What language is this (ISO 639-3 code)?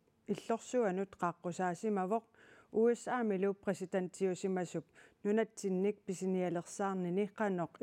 kal